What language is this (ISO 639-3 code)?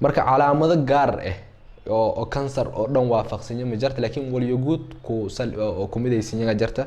som